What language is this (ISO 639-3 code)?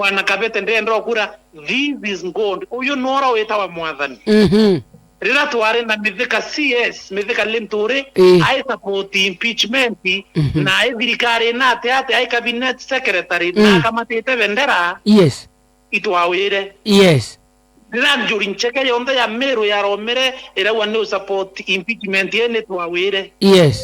mer